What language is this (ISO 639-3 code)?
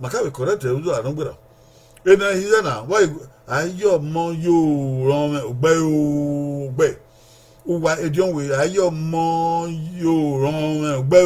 bin